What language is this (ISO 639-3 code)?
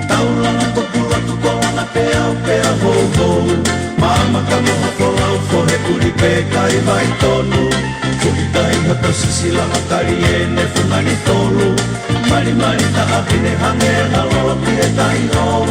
ton